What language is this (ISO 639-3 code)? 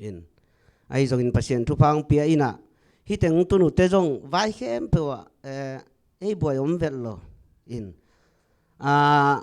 ctd